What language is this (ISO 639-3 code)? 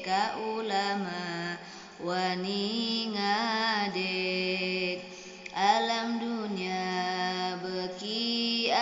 sun